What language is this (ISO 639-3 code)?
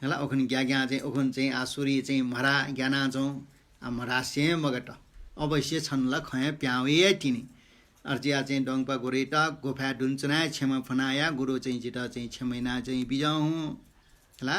new